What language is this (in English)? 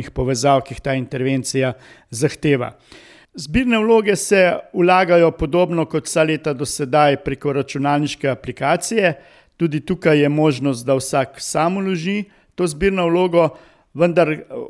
Slovenian